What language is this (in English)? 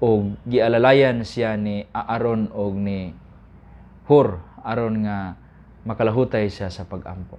Cebuano